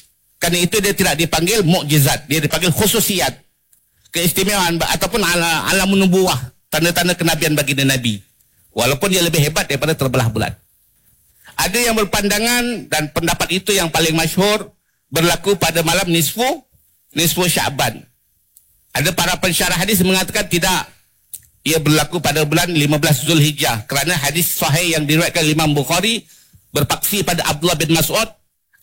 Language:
Malay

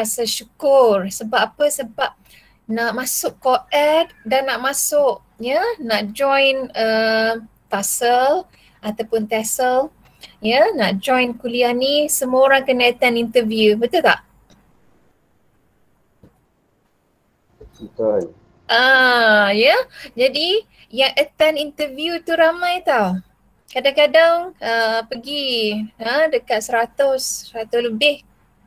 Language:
Malay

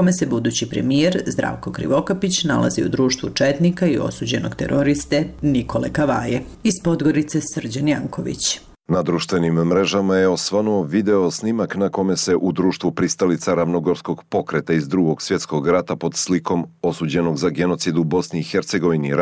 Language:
Serbian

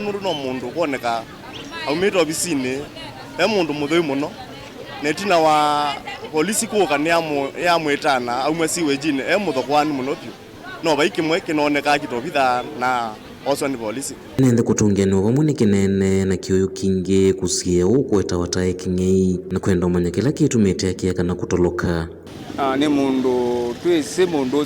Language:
Kamba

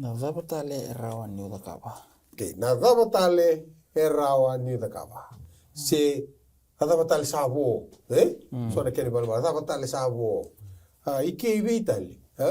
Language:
Fijian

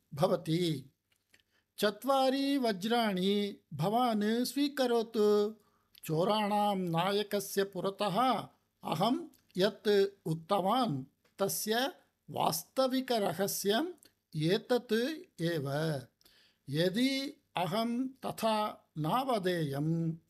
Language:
Sanskrit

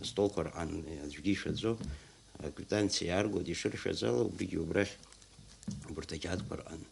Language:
Abkhazian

